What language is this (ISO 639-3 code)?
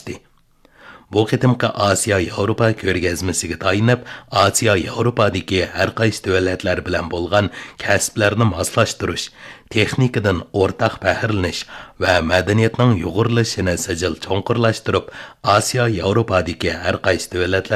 uig